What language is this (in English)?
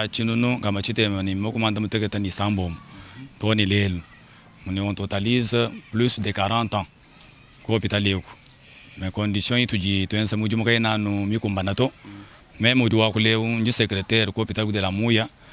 Luba-Lulua